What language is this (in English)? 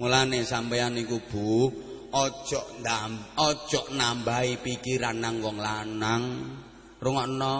Javanese